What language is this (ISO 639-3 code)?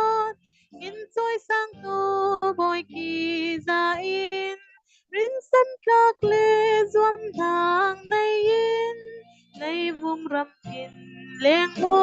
cfm